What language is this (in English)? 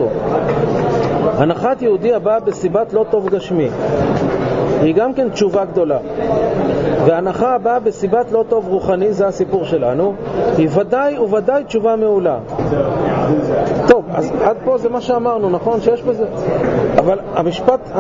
Hebrew